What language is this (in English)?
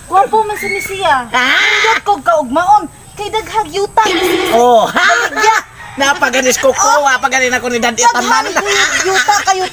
Cebuano